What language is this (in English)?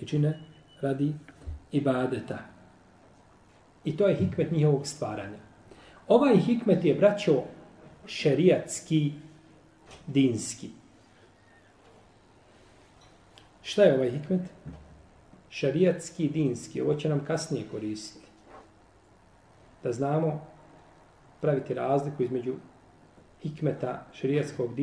Bosnian